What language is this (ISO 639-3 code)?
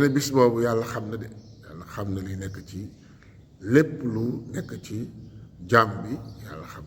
wol